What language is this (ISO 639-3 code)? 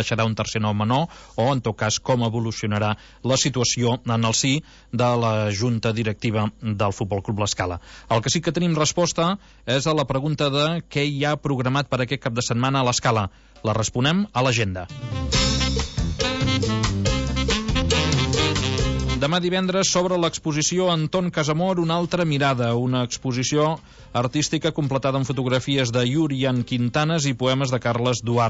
cat